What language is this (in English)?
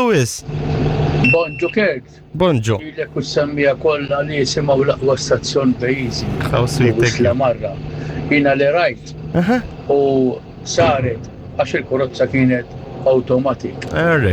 Maltese